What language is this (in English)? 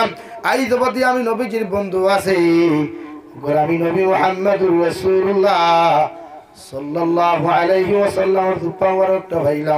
Sylheti